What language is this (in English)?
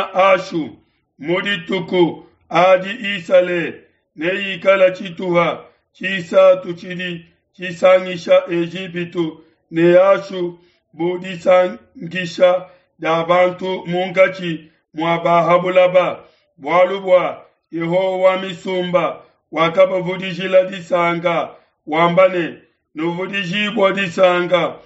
Luba-Lulua